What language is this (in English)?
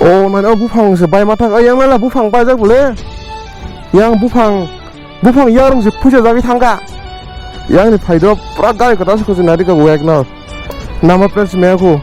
Kok Borok